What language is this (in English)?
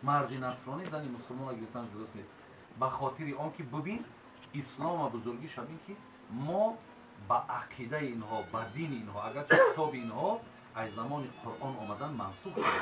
Tajik